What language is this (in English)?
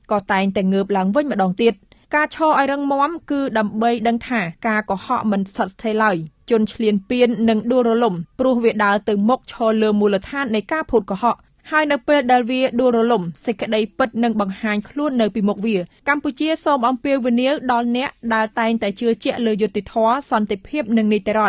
Khmer